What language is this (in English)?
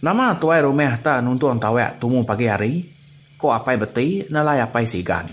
Iban